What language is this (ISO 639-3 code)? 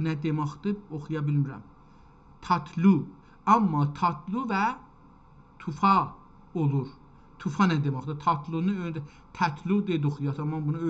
azb